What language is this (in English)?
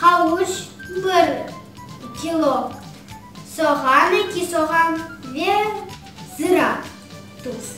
Crimean Tatar